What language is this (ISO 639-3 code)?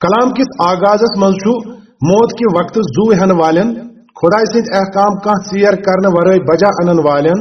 kas